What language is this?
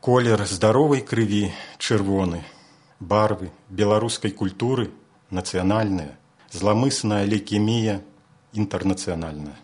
Belarusian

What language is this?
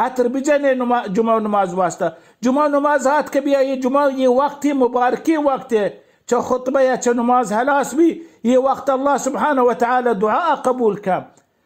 Baluchi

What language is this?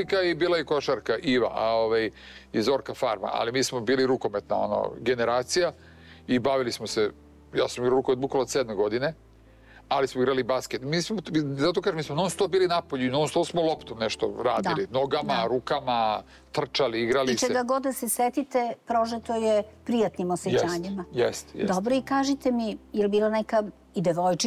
Serbian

